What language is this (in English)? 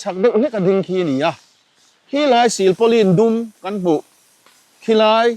Mizo